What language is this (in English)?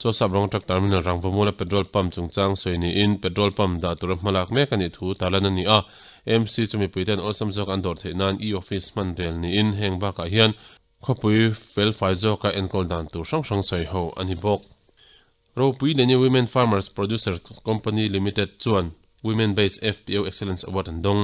Mizo